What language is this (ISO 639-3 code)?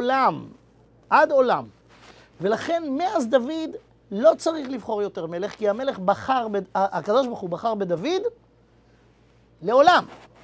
heb